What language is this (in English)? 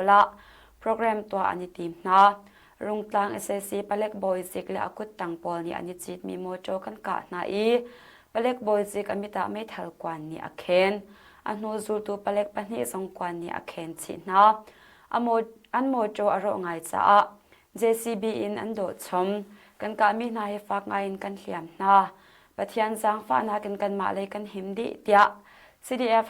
Hakha Chin